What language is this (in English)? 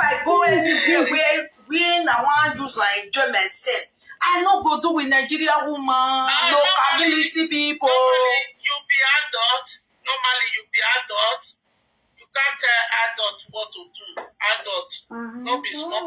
Nigerian Pidgin